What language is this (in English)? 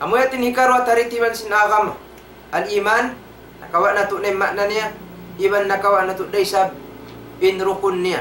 Tausug